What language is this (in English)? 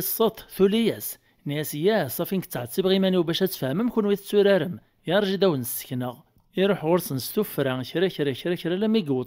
Kabyle